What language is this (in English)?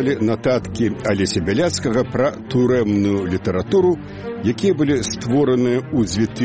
Belarusian